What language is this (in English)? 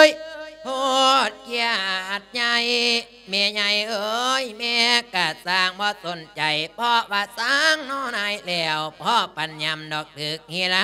Lao